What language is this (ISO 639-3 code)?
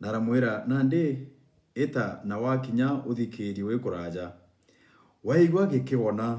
mer